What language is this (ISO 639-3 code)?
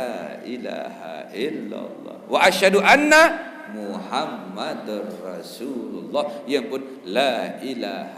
sas